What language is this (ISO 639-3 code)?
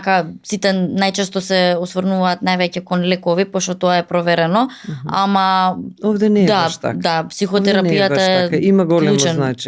mkd